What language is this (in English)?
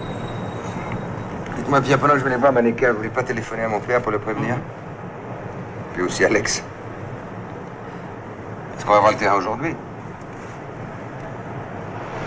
French